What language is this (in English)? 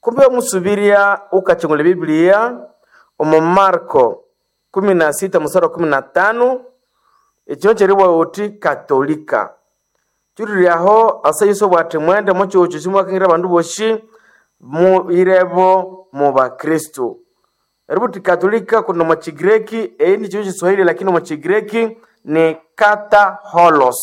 Nande